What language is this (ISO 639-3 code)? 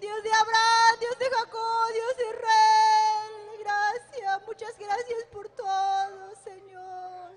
quy